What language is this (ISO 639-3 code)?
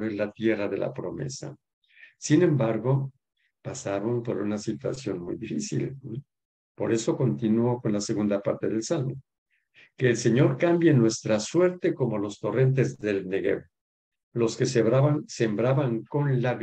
spa